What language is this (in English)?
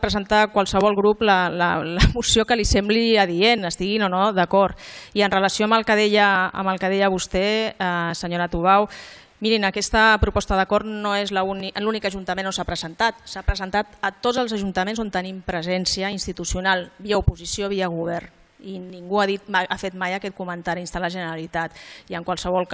Catalan